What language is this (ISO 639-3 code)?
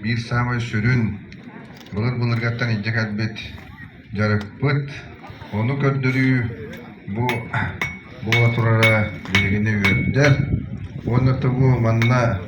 sah